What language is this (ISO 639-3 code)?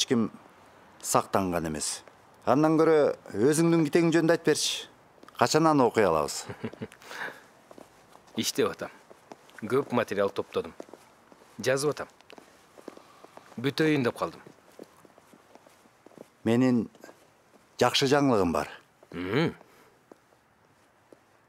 kir